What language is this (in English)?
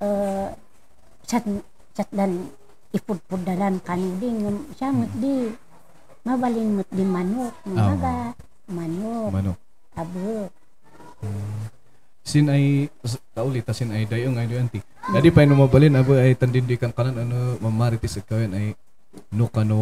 Kankanaey